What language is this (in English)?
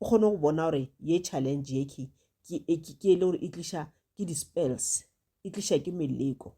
Northern Sotho